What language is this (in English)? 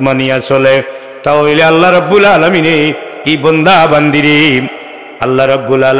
Sylheti